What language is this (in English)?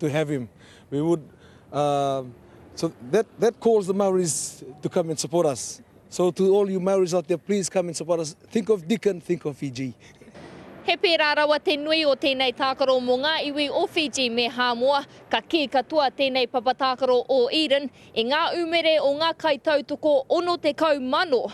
Māori